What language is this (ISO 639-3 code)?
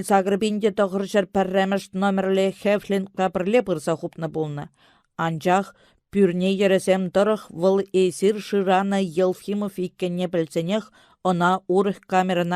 chv